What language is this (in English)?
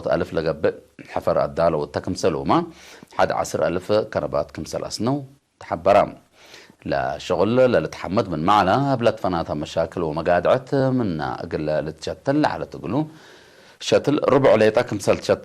Tigre